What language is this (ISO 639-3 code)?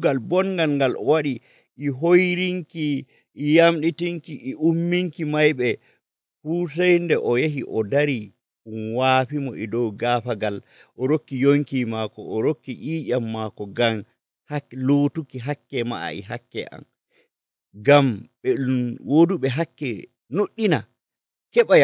fuv